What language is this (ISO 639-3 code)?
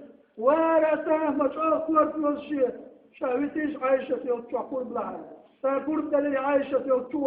che